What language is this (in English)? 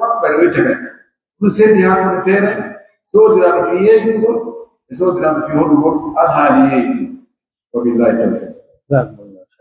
Pular